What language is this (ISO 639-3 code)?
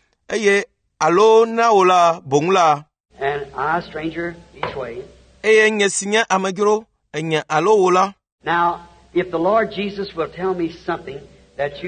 ewe